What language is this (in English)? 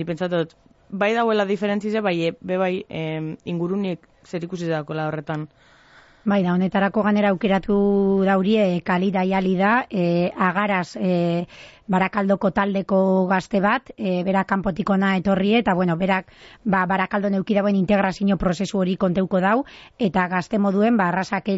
Basque